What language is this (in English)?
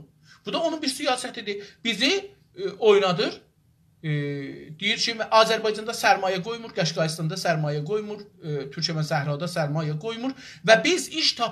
South Azerbaijani